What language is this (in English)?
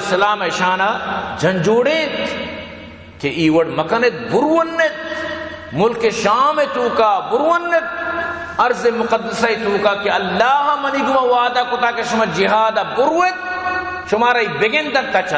Baluchi